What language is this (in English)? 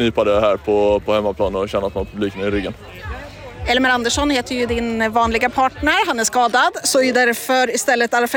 Swedish